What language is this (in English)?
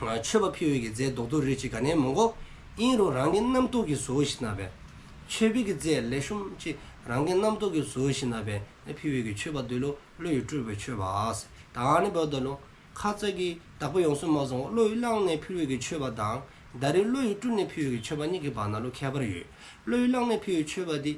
Dzongkha